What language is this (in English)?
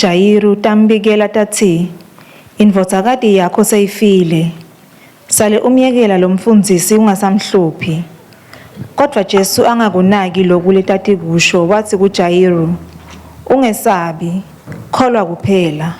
Swati